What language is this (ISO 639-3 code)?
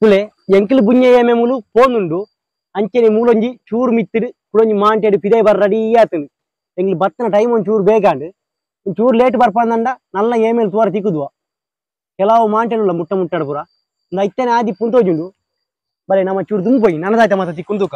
tcy